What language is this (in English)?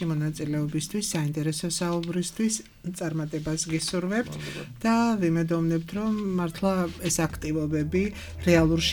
Georgian